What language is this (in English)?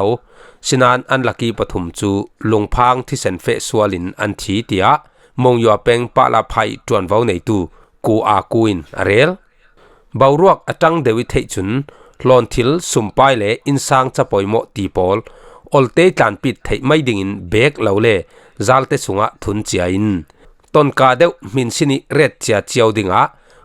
Falam Chin